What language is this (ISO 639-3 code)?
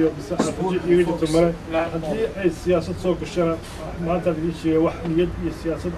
som